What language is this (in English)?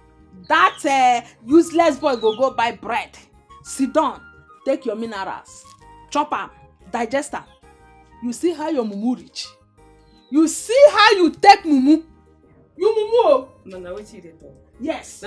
Nigerian Pidgin